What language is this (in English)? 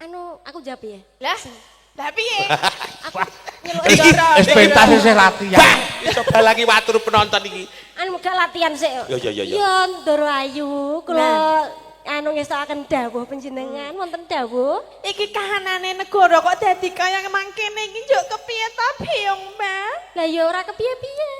Javanese